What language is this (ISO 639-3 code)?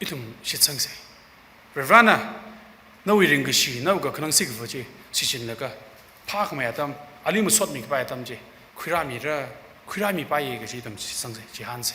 nmf